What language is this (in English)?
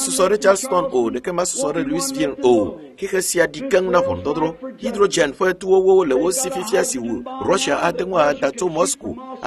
Ewe